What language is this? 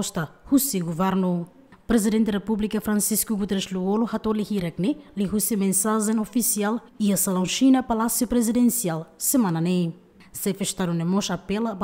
Tetum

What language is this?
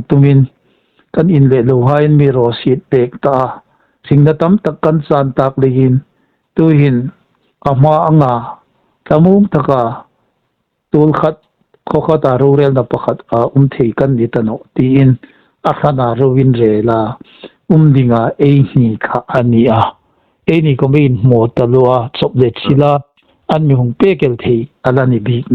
Hmar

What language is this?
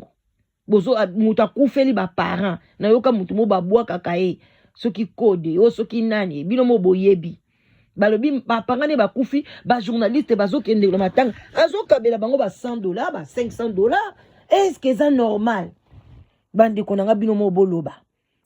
Lingala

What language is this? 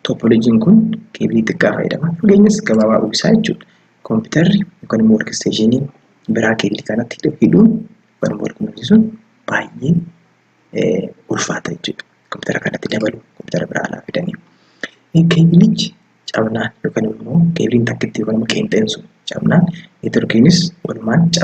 Oromo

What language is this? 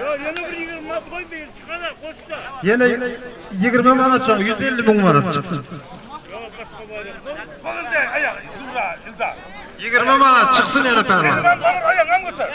Turkmen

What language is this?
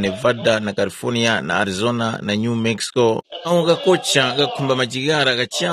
Tumbuka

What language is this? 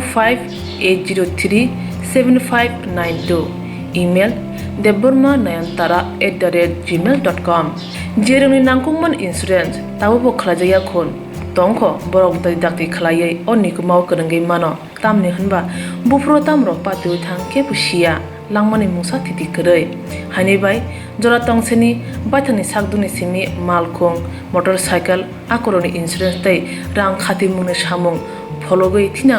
Kok Borok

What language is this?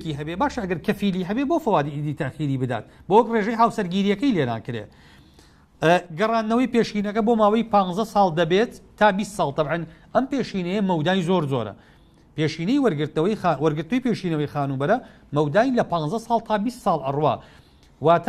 Central Kurdish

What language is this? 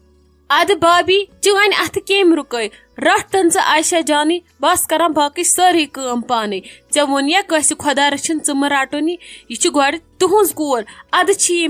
Kashmiri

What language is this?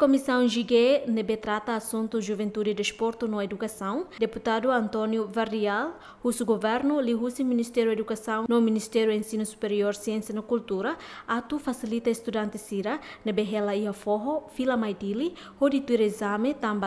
Tetum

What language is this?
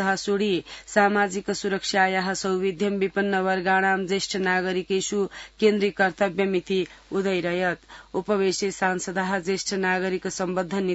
Sanskrit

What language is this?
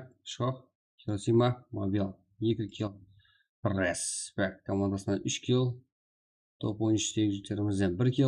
Kara-Kalpak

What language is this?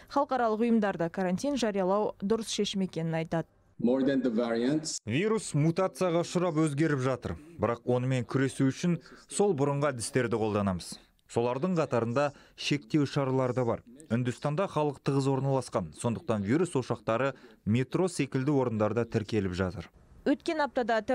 Kazakh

